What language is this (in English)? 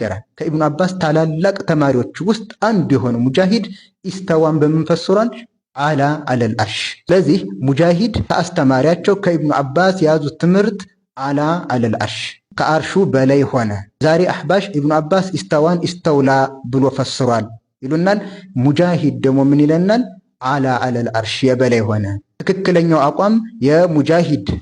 Amharic